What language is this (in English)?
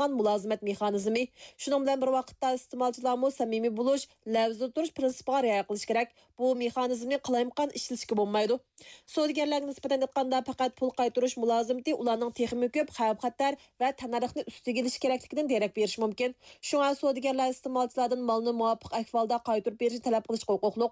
Uyghur